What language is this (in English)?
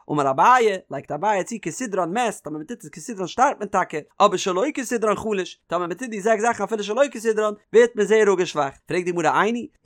Yiddish